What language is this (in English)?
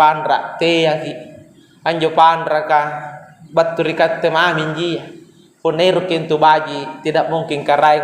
Makasar